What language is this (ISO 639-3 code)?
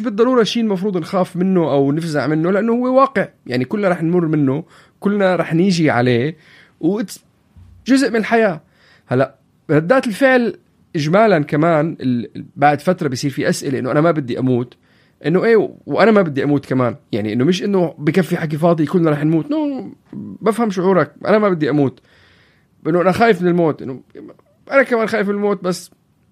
apc